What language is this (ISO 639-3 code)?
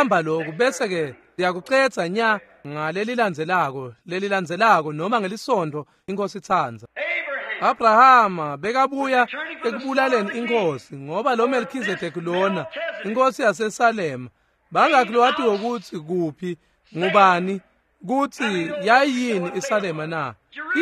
ssw